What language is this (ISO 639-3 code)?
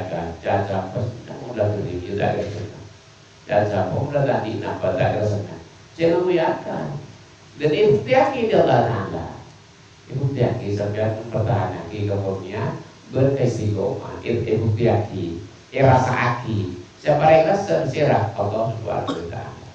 mad